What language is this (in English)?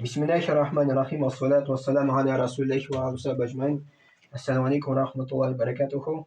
Tatar